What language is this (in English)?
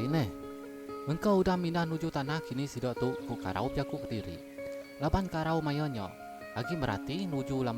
Iban